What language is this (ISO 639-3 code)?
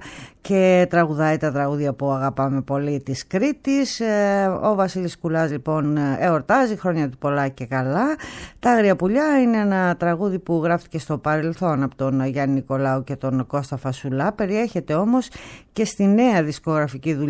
ell